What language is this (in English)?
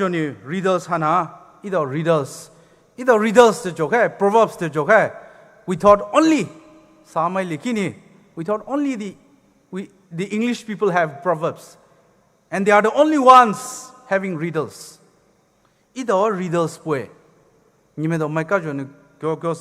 Poumei Naga